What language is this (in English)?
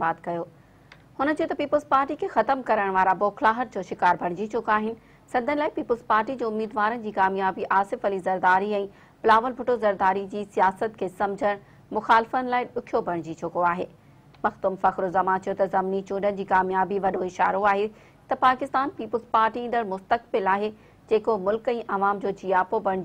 Sindhi